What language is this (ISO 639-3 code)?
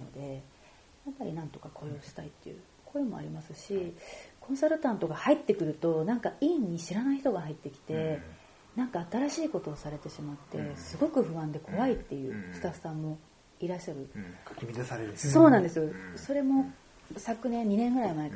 jpn